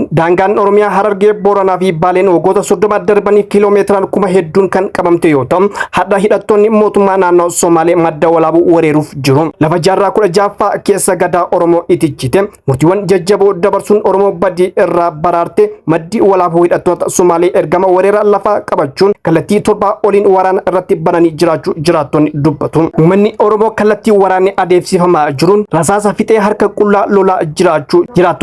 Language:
Oromo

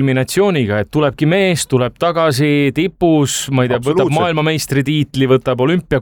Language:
Estonian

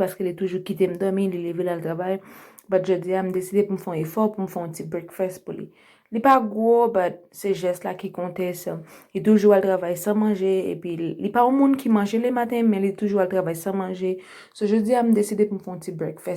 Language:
Haitian Creole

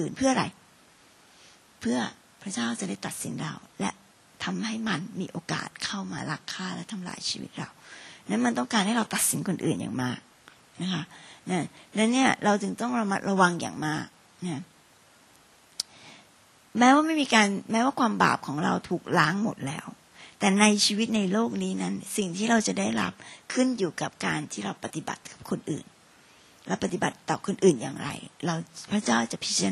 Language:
Thai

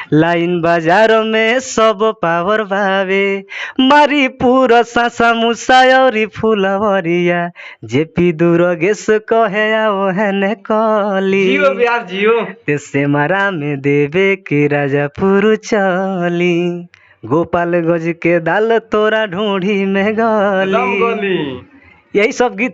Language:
Bhojpuri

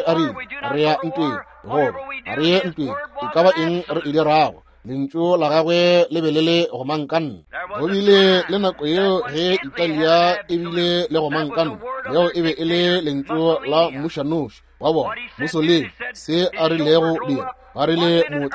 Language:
Northern Sotho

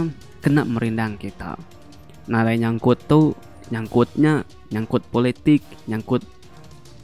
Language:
Iban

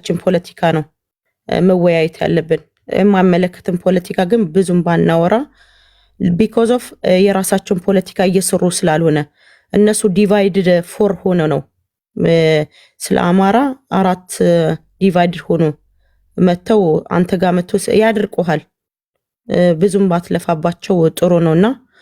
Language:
Amharic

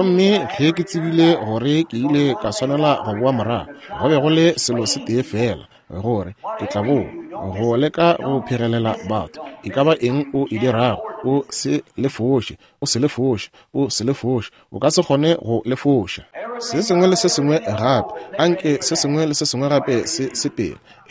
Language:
Northern Sotho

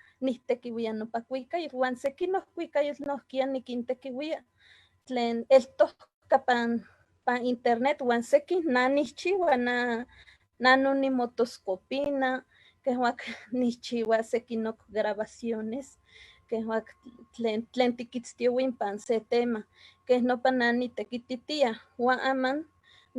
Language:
Eastern Huasteca Nahuatl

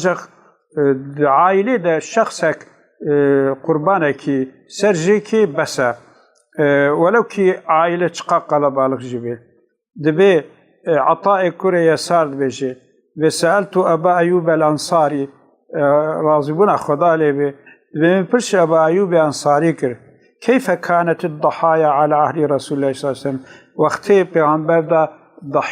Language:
Kurdish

